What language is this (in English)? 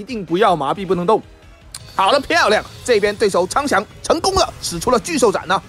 Chinese